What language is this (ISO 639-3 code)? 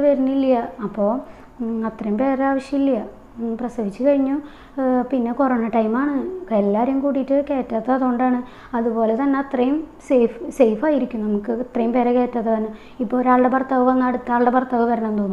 mal